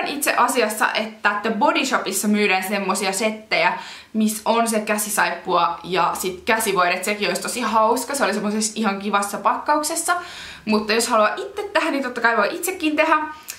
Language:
Finnish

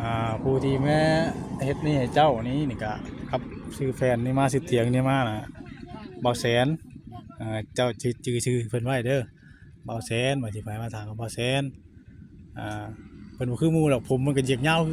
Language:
Northeastern Thai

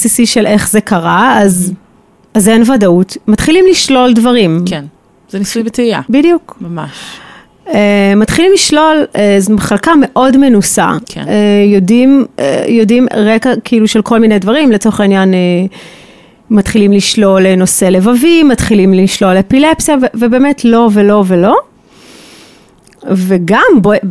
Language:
Hebrew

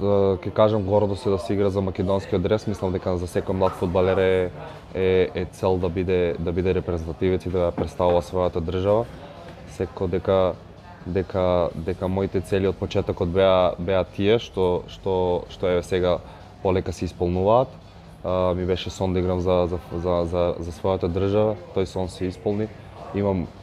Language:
Macedonian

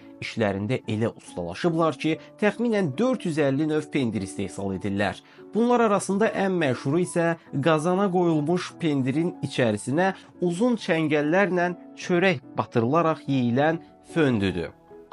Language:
Azerbaijani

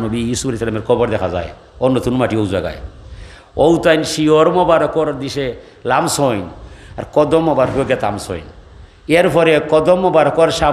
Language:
Sylheti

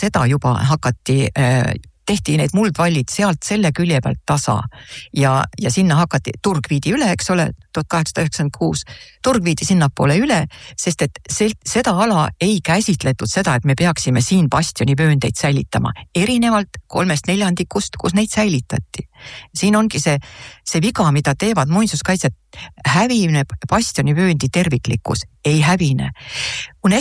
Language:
Estonian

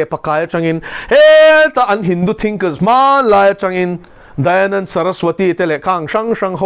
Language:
Mizo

